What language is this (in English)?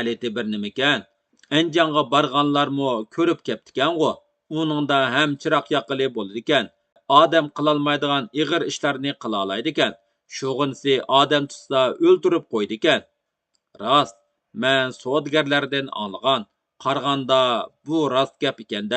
Uyghur